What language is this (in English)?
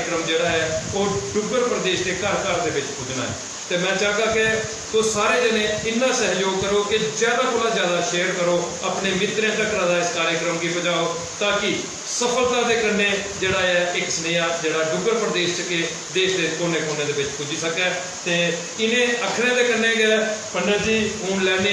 Dogri